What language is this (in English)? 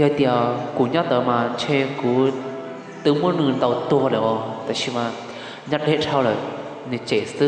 Hmong